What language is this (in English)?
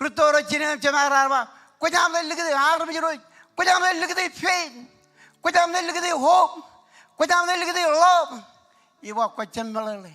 Marshallese